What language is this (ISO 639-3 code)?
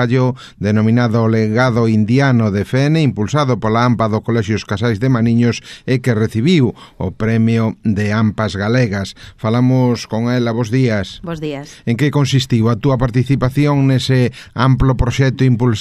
glg